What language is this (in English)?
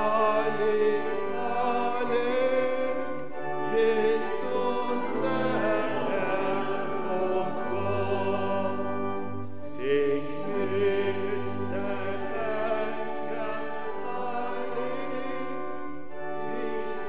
German